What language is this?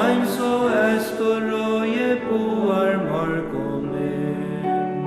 Faroese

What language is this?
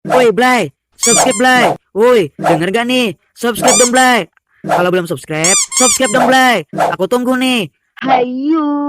Banjar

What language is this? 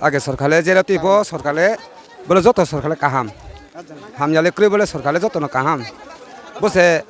Riang (India)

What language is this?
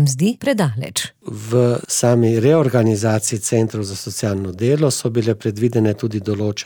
Slovenian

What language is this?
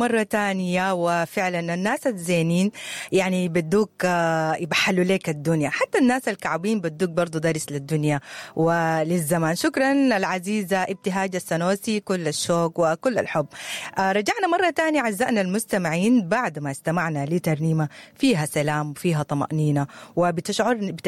Sudanese Arabic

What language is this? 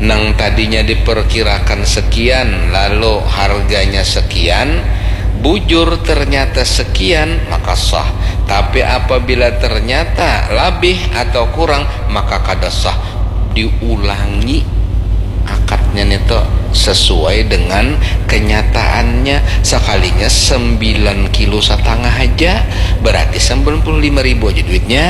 Banjar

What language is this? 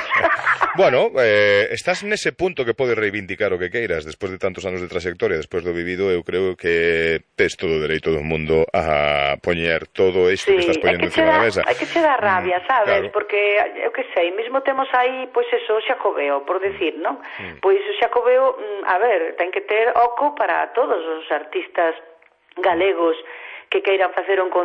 Galician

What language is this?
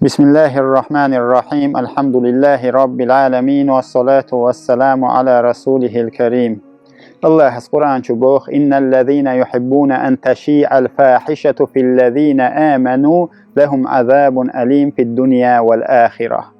Chechen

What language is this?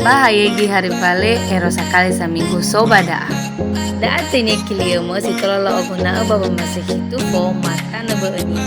Nias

